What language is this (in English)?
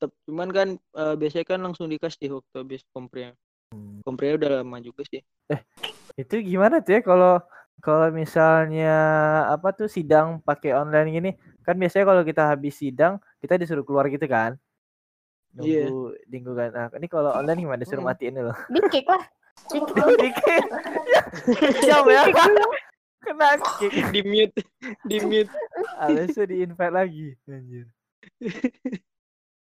Indonesian